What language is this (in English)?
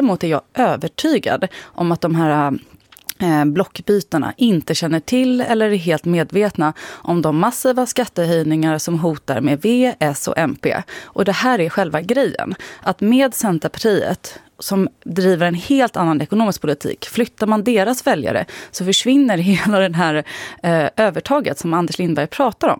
Swedish